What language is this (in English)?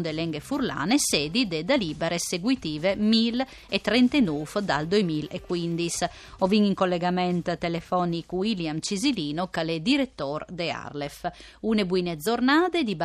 Friulian